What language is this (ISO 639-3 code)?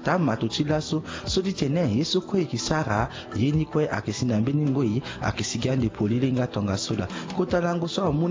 sag